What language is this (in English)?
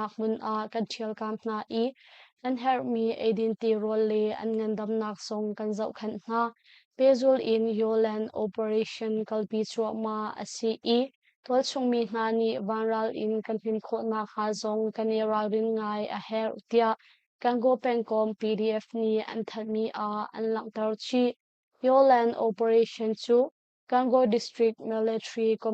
Hakha Chin